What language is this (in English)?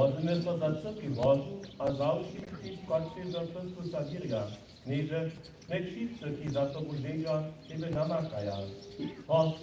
Upper Sorbian